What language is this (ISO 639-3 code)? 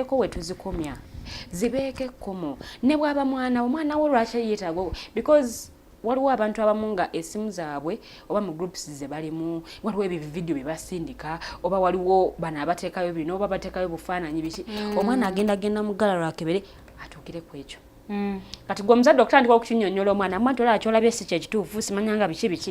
lug